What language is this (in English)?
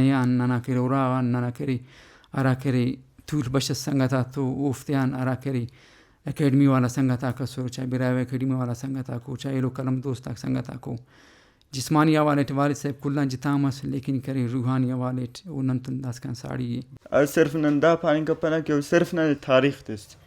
Brahui